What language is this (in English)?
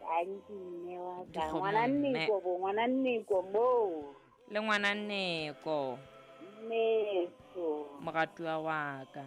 Southern Sotho